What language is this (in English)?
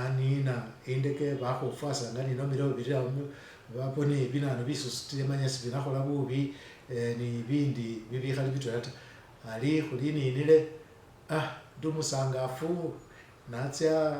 Masaaba